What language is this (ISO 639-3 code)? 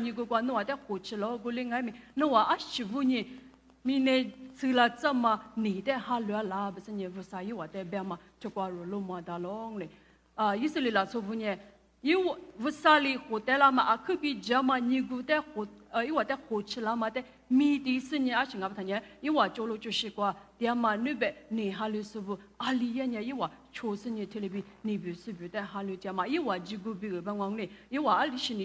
lis